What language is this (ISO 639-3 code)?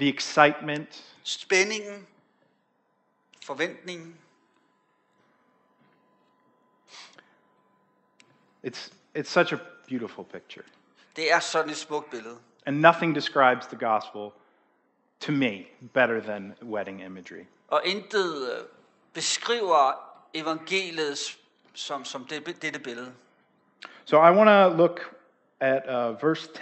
dan